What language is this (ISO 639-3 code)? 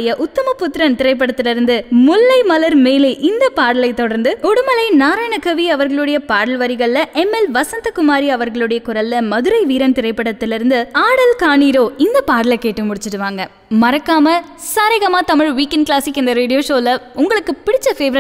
tam